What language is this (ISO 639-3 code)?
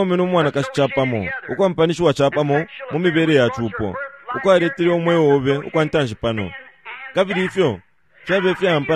bem